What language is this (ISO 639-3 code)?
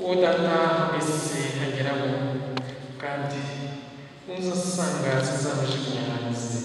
kin